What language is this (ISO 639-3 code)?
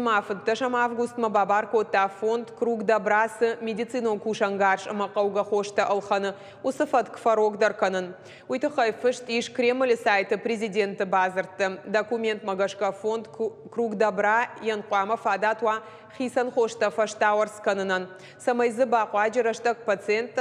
oss